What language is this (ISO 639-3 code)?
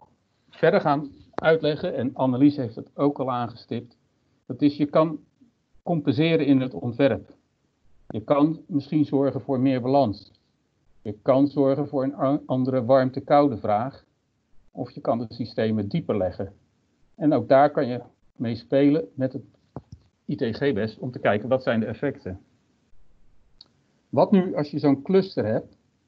nld